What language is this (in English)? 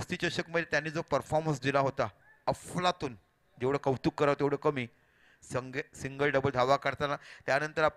Marathi